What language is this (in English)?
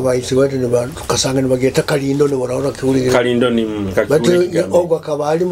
Nyoro